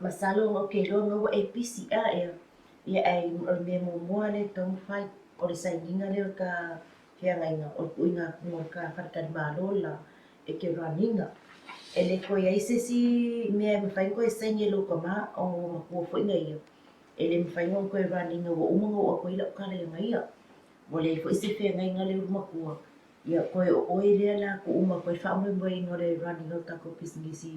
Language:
Samoan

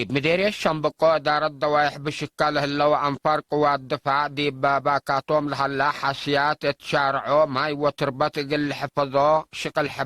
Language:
Tigre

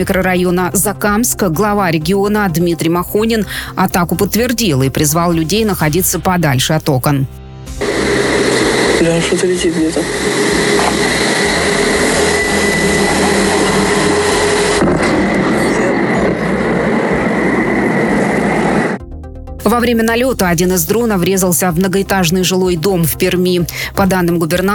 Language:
Russian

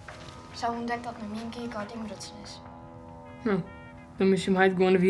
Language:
Western Frisian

